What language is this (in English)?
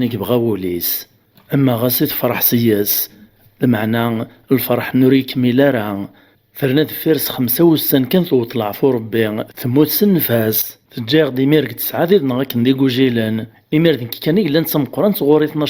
Kabyle